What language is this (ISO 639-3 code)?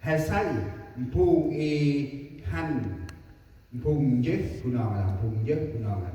cmo